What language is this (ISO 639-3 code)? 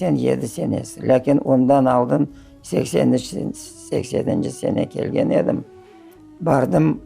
crh